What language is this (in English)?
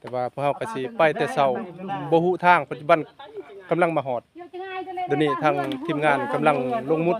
Lao